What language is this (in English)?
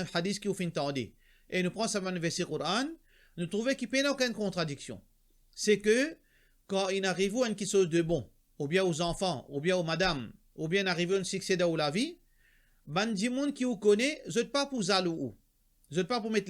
Morisyen